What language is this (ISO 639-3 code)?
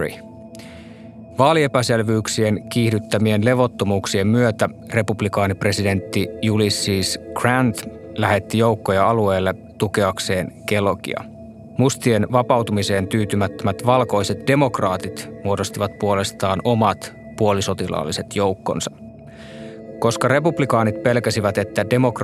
fin